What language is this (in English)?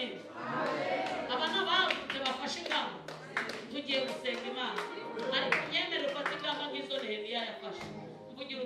Kinyarwanda